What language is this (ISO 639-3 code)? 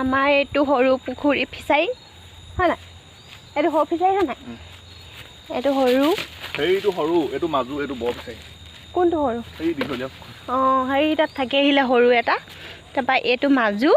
asm